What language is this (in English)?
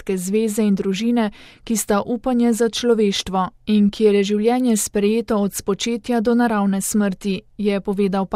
Slovenian